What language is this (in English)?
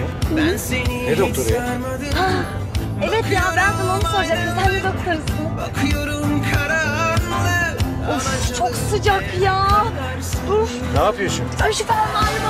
Turkish